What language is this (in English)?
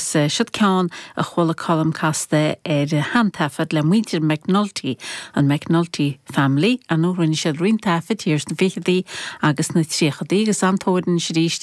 Irish